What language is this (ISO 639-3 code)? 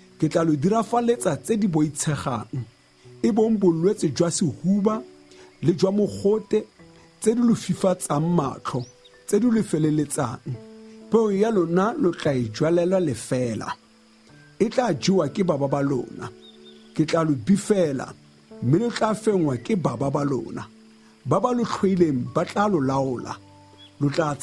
tsn